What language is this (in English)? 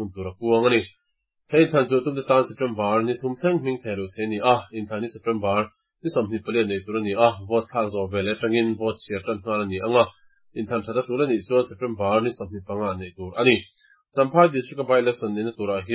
Mizo